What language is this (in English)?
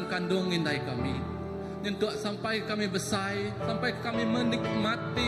Iban